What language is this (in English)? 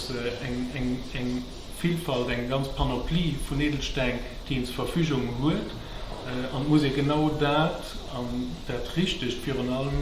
Luxembourgish